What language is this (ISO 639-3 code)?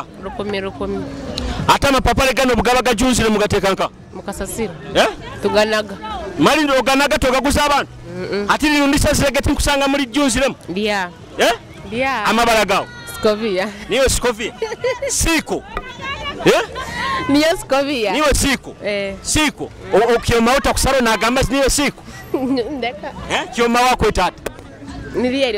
nyo